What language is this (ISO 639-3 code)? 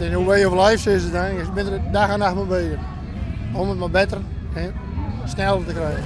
fry